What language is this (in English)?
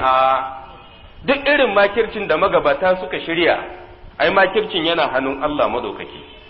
Hausa